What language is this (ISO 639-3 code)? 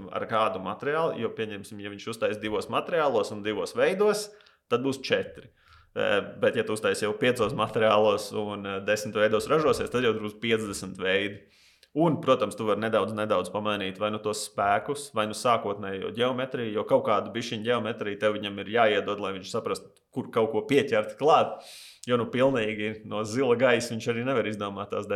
lav